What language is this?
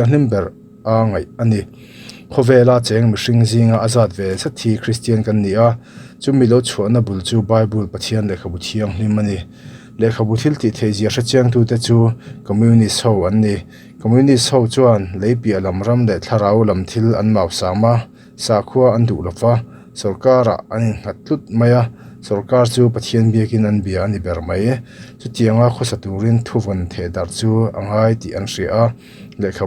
Mizo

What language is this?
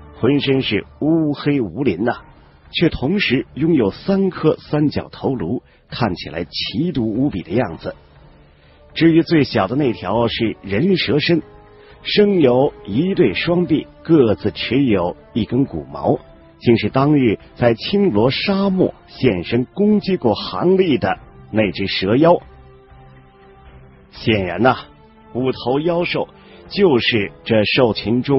Chinese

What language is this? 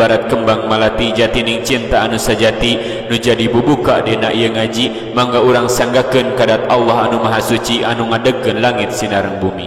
Sundanese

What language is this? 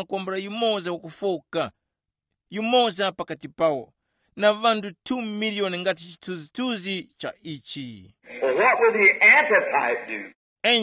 Tumbuka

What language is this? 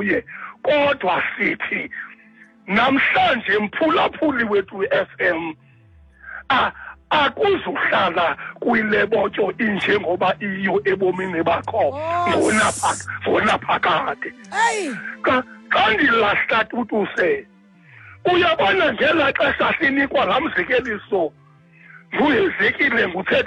Xhosa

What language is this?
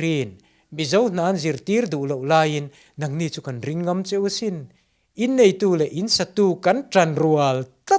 Mizo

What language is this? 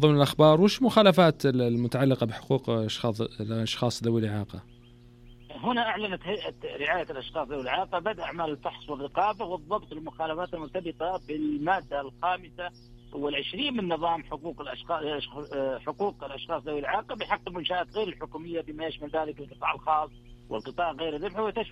Najdi Arabic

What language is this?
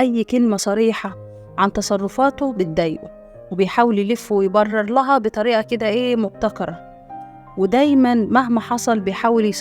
Egyptian Arabic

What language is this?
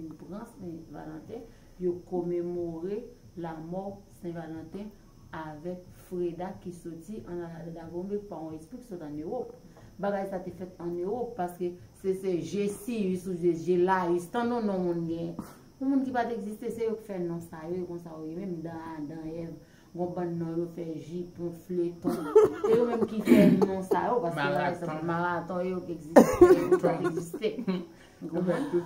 Haitian Creole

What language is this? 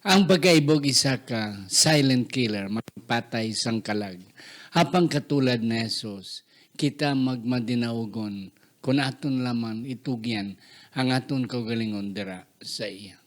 Hiligaynon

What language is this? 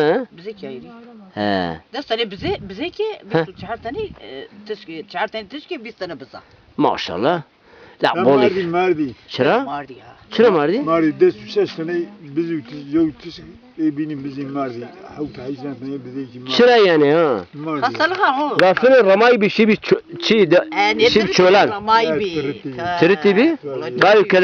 Zaza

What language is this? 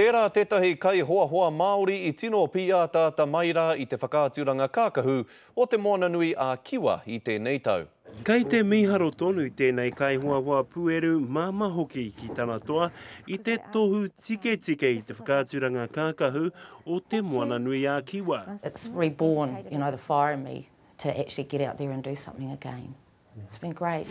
Māori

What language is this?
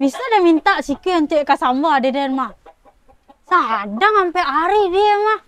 Minangkabau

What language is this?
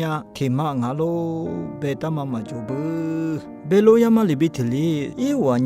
Lisu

